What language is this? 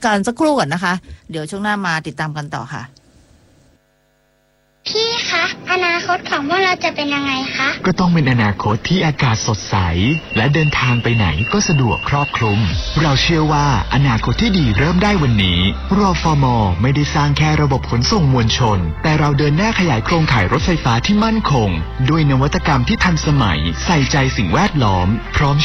Thai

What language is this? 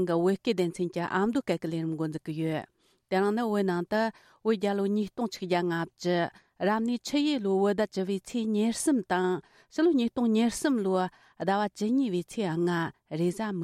Tibetan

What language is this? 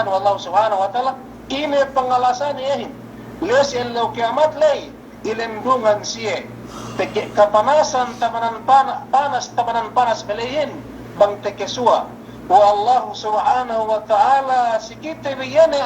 Yakan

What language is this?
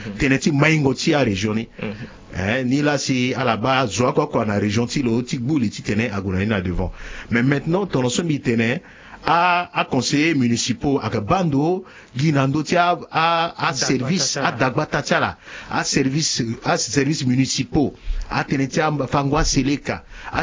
Sango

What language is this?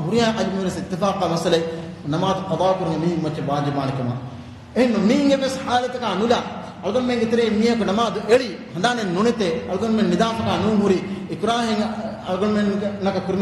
Divehi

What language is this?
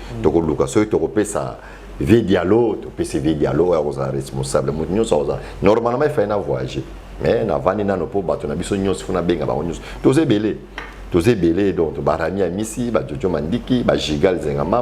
Lingala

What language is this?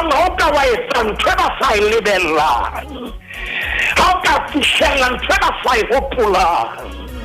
Southern Sotho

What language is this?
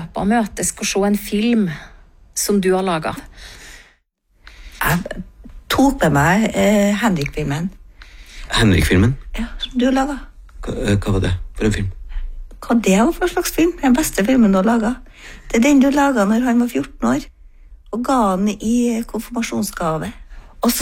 Norwegian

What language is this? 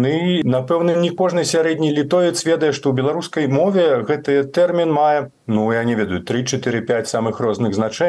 Belarusian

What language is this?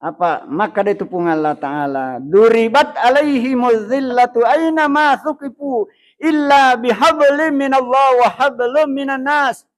Buginese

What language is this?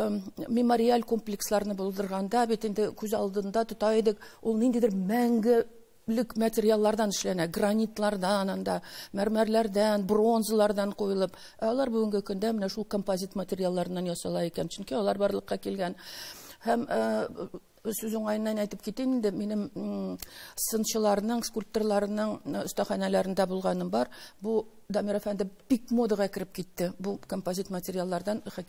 Tatar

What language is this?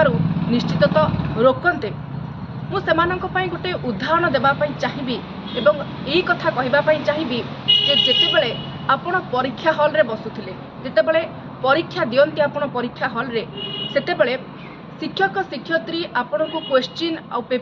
Odia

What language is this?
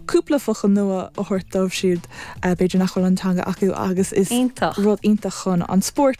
Irish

